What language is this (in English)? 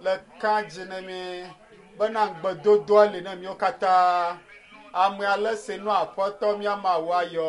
Ewe